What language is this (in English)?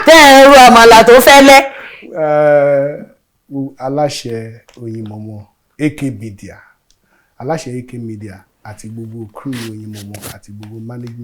Yoruba